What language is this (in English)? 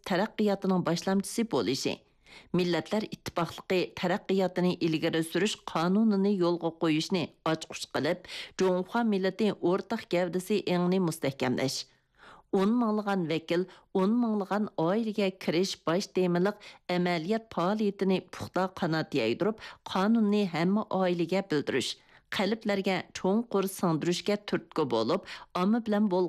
Uyghur